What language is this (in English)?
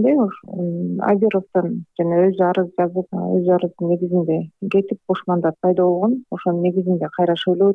Kyrgyz